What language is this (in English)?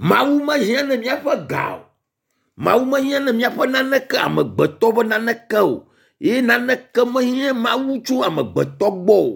Ewe